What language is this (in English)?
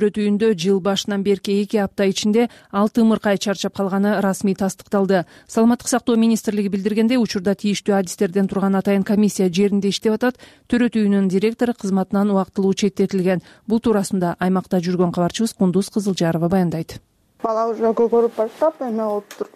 Kyrgyz